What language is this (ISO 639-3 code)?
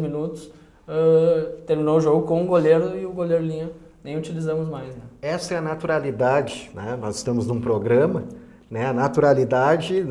por